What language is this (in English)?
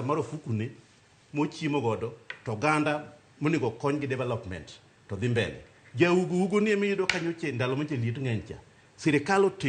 Luo (Kenya and Tanzania)